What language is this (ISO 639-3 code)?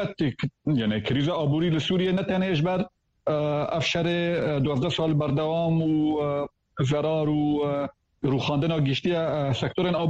kur